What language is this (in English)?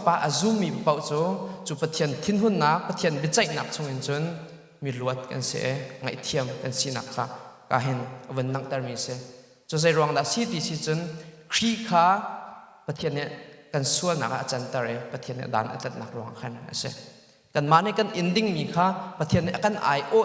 Hakha Chin